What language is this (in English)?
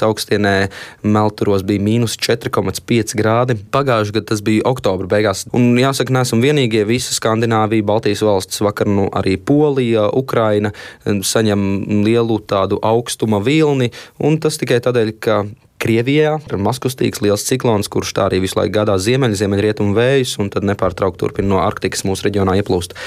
Latvian